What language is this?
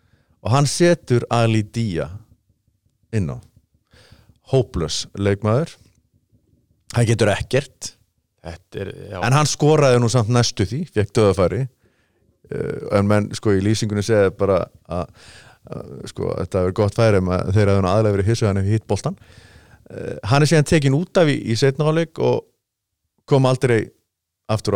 Icelandic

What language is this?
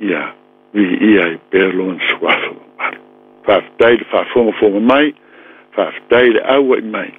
Samoan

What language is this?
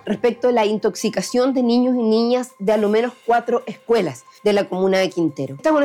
Spanish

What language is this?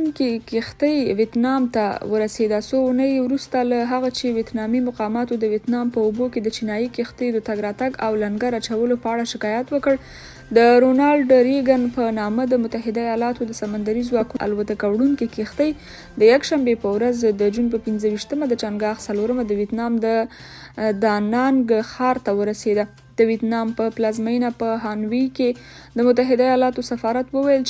Pashto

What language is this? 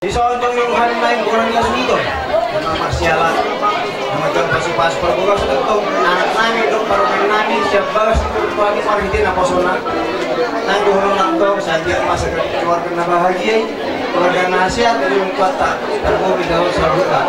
Batak Toba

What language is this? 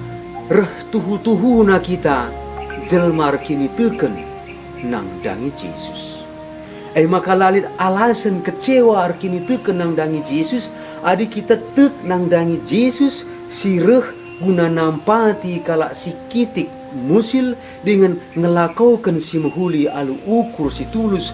Batak Karo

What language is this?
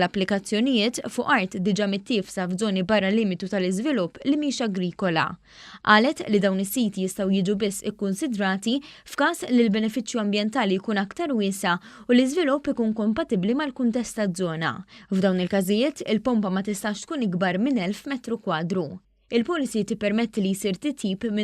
Maltese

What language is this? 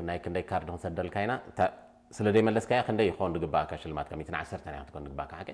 Tigre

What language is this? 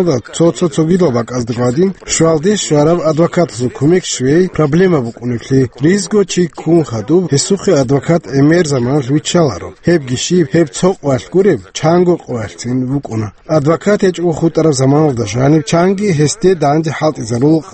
Avaric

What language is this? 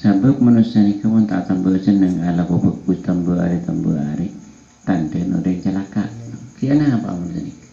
Madurese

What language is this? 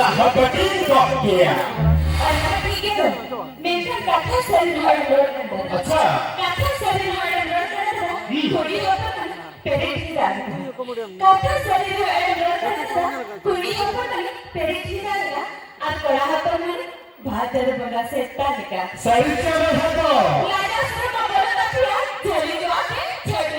Santali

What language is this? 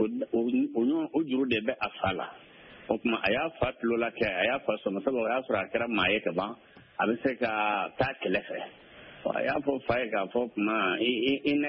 Bambara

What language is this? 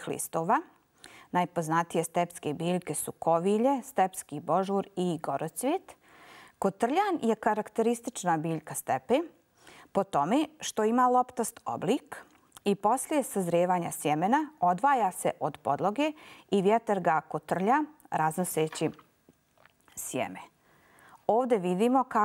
Bosnian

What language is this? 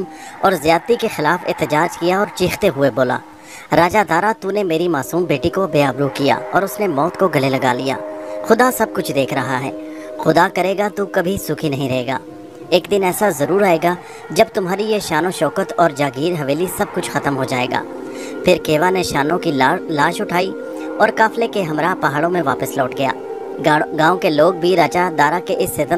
Urdu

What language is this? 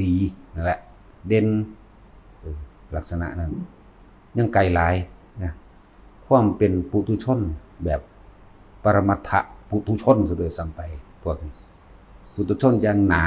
Lao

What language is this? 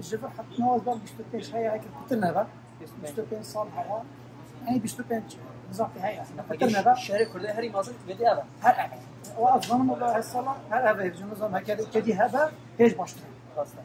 Kurdish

